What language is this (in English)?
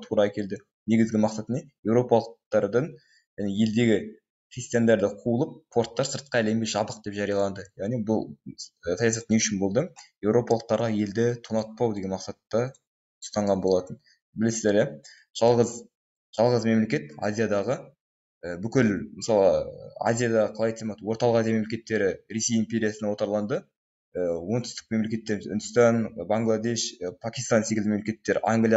Kazakh